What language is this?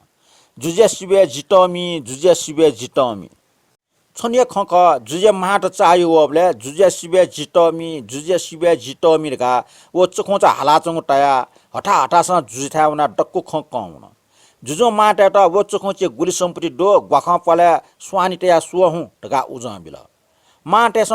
Newari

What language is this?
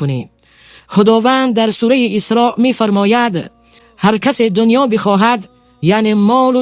Tajik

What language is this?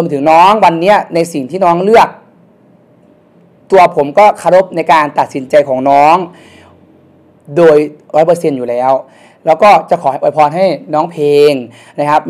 Thai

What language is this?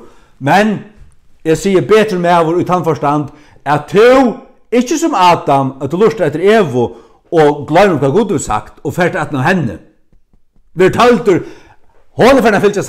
Faroese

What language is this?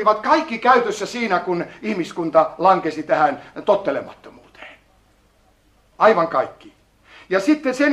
Finnish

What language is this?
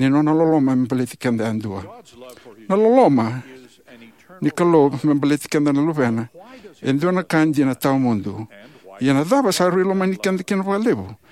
Fijian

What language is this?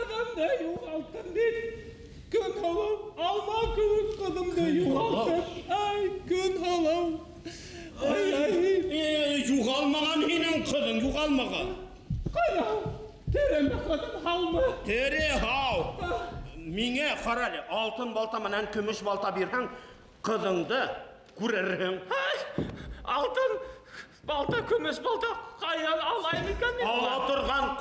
Bashkir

